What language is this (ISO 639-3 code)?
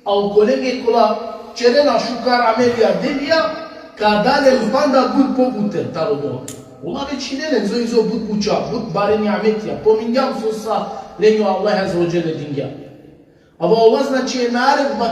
rmn